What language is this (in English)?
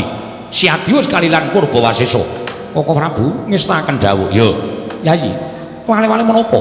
Javanese